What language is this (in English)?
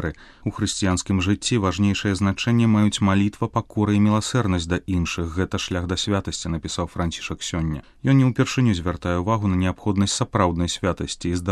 Belarusian